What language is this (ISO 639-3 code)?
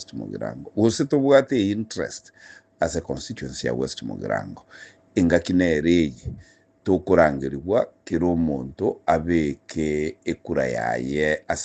guz